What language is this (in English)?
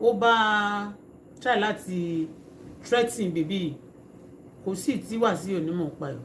Yoruba